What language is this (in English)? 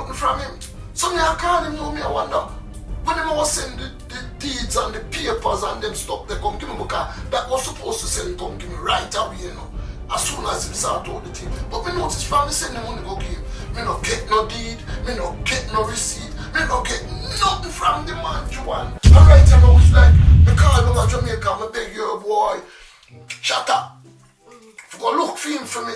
Jamaican Creole English